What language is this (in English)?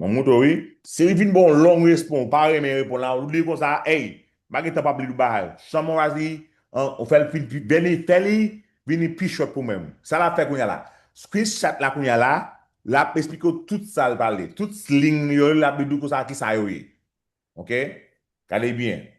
Haitian Creole